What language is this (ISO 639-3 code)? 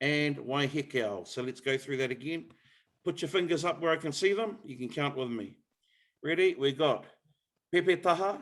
mri